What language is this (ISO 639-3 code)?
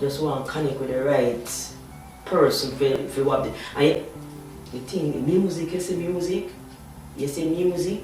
jam